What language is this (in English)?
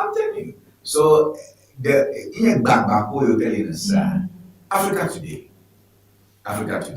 Ewe